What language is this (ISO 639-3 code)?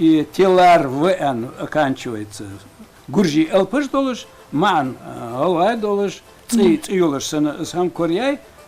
inh